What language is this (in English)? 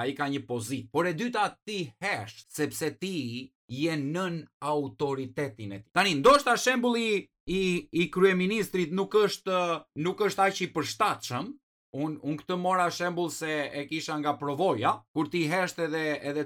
Albanian